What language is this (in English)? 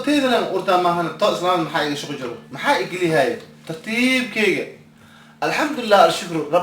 Somali